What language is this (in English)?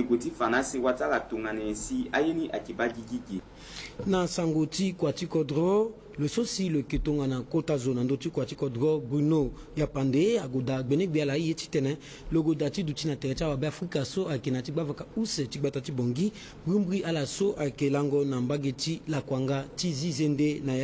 Sango